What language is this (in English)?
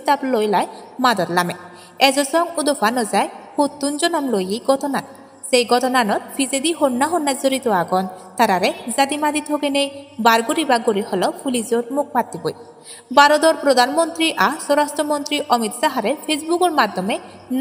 Chakma